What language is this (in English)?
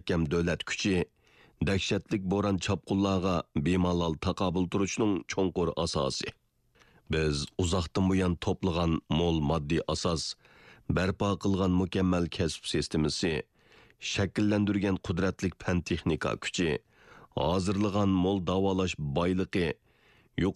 Uyghur